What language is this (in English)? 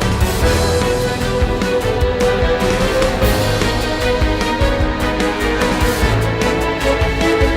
Bashkir